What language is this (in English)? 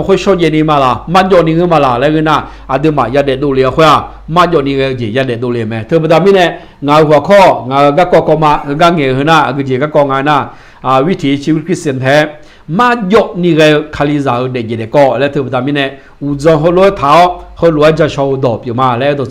Akha